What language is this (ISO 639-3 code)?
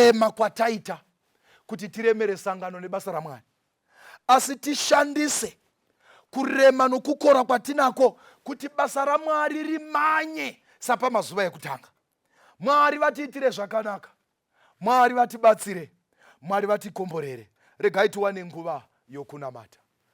sna